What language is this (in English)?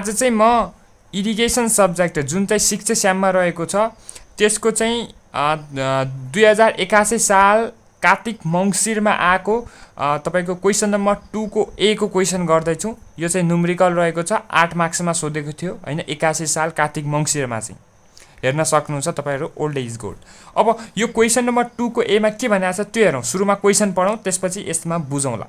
Nepali